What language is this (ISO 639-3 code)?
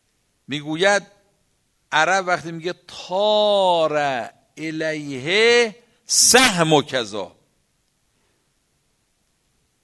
fas